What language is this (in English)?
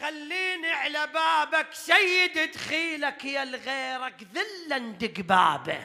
Mesopotamian Arabic